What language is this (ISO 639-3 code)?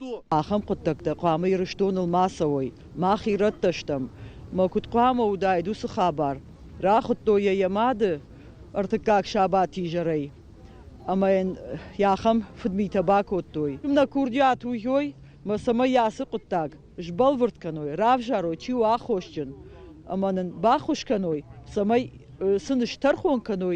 oss